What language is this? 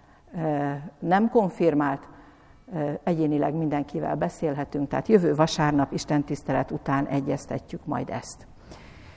Hungarian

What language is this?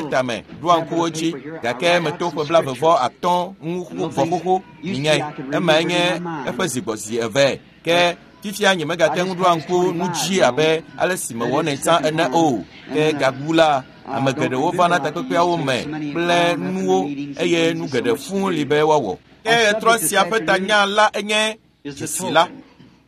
Ewe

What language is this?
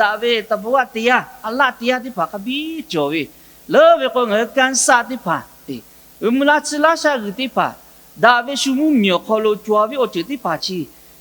Lahu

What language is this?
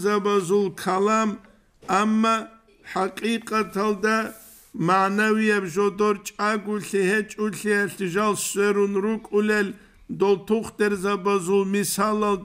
Avaric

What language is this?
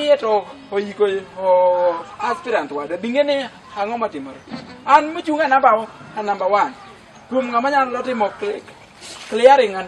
Luo (Kenya and Tanzania)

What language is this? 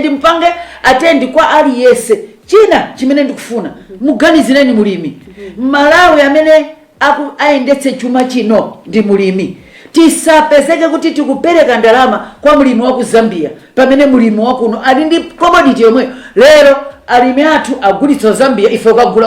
Nyanja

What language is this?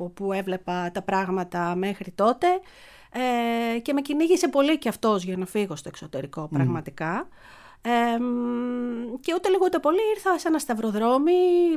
Greek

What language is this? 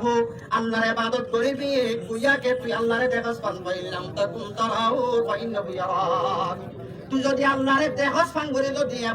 Rohingya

